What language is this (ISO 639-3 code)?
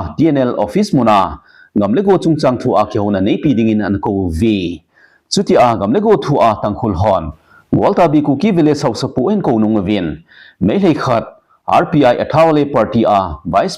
tcz